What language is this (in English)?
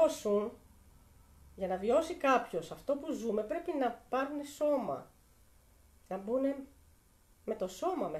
Greek